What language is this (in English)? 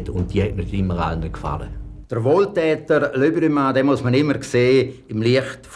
Romansh